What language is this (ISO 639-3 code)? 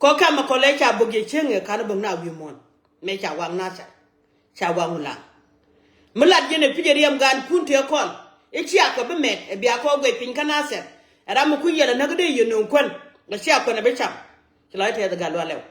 nus